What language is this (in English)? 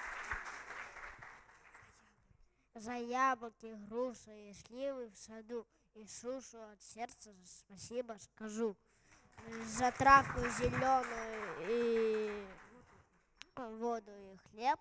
Russian